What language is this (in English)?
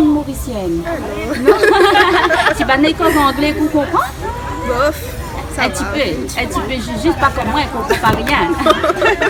Réunion Creole French